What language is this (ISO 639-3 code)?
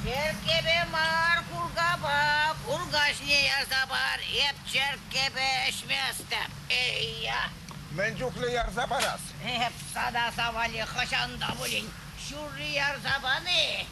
chv